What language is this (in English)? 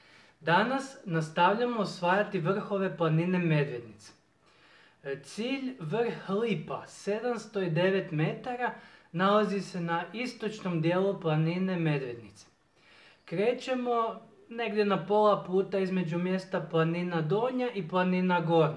Croatian